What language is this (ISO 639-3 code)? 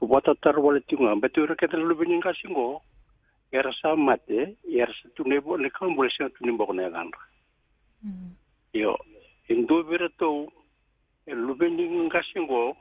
fij